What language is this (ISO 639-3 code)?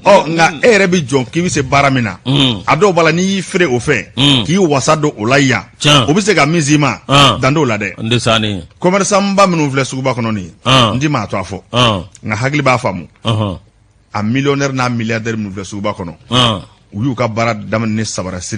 bam